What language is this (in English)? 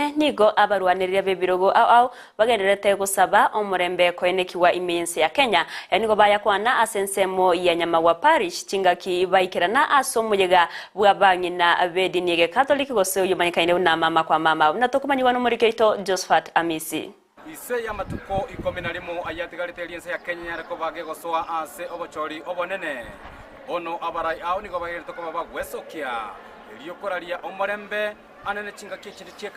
Gusii